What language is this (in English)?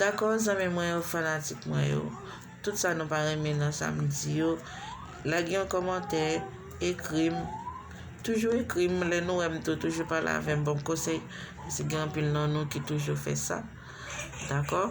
Haitian Creole